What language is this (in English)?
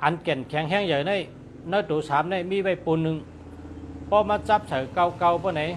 Shan